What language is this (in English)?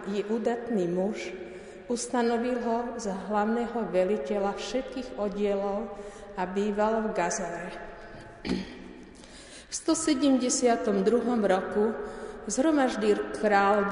Slovak